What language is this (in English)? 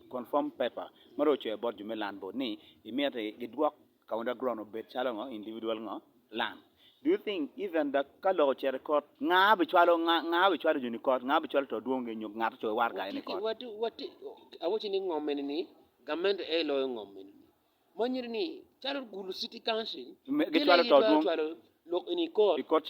Acoli